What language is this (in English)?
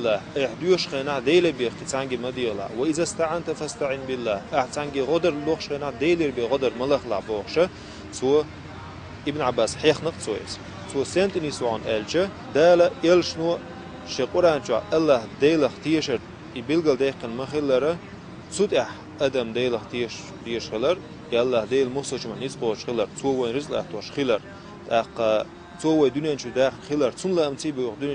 Chechen